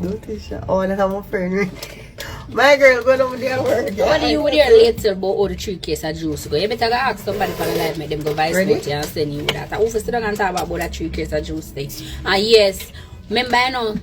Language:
Jamaican Creole English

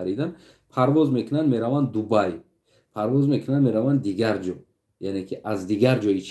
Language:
Tajik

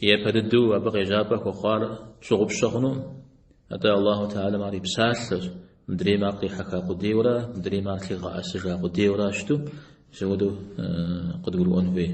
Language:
Kabardian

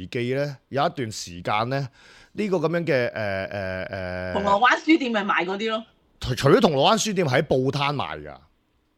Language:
Cantonese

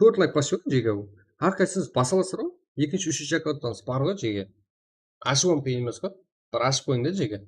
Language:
Kara-Kalpak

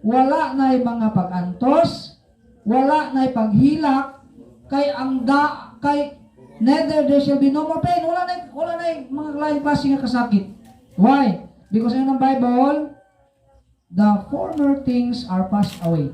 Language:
Cebuano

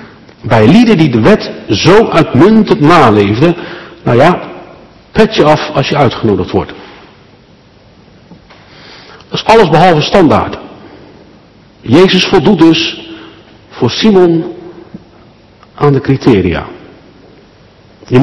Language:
Dutch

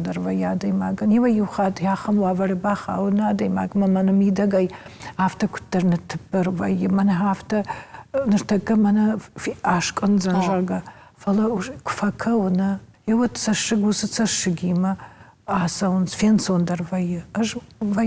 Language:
Ossetic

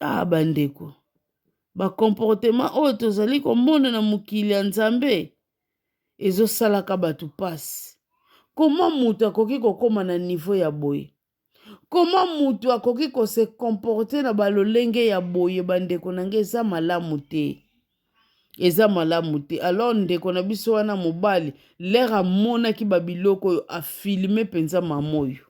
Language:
Lingala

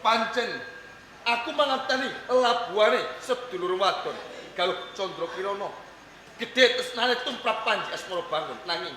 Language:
Javanese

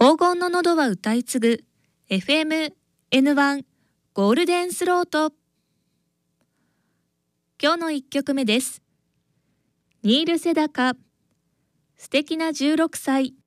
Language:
Japanese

